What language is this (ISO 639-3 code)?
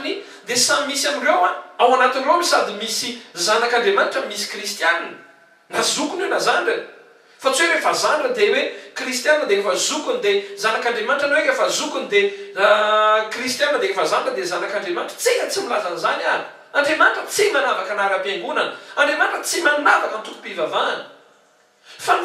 mlg